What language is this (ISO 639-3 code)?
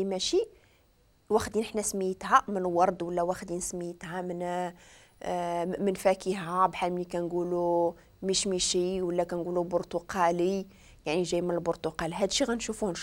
ary